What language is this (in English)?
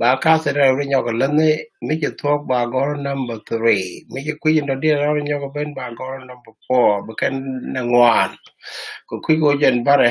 Nuer